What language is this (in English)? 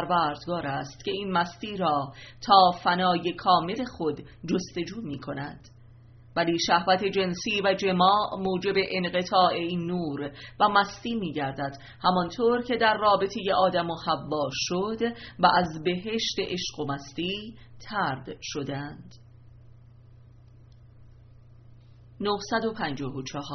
Persian